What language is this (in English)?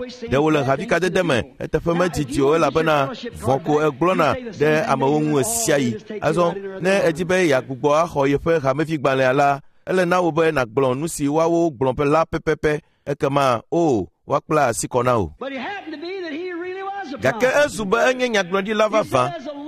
Ewe